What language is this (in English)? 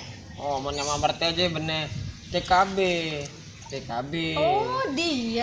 Madurese